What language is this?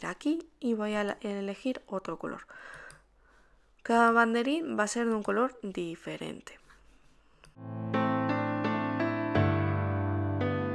Spanish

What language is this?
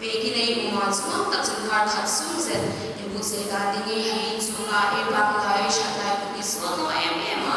Hmar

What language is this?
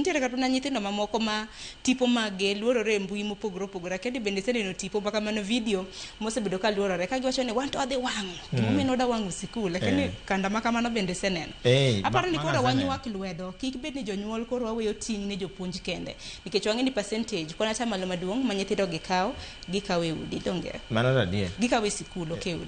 Luo (Kenya and Tanzania)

